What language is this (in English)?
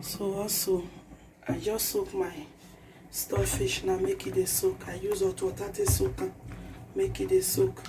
Nigerian Pidgin